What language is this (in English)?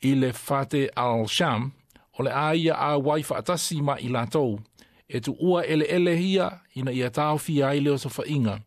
Samoan